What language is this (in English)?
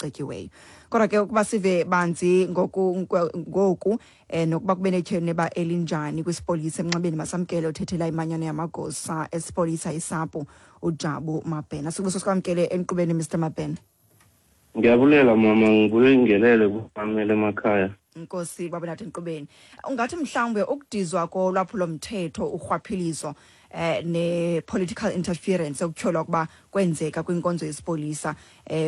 Xhosa